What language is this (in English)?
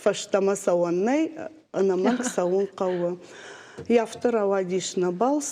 Ossetic